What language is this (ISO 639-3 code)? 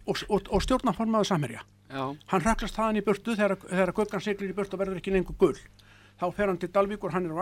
isl